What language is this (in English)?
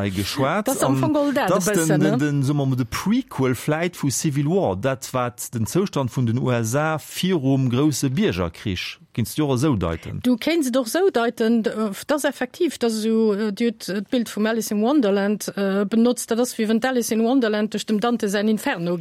Luxembourgish